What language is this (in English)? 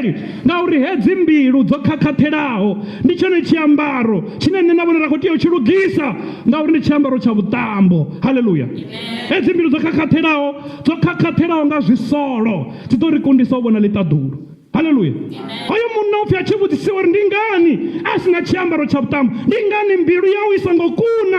Venda